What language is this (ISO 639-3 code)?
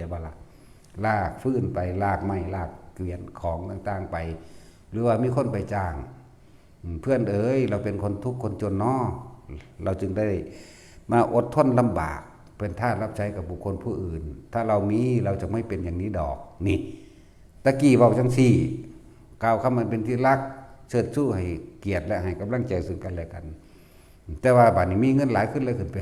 tts